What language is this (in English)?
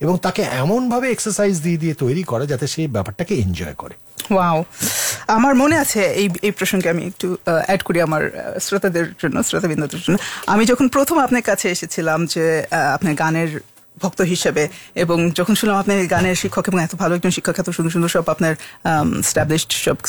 Bangla